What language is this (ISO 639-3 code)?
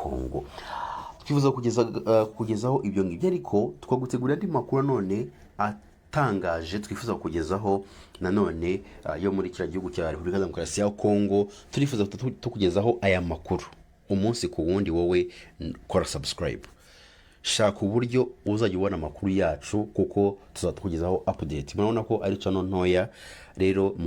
kin